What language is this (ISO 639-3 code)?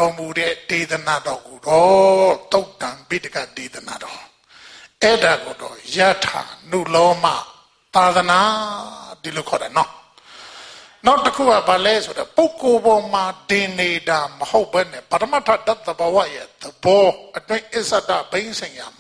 mya